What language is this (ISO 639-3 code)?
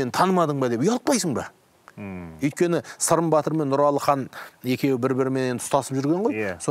kaz